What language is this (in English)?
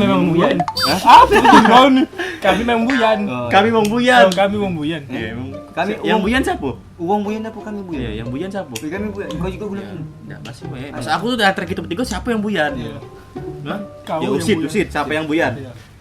Musi